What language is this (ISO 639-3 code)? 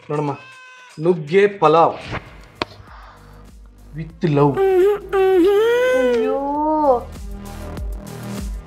kan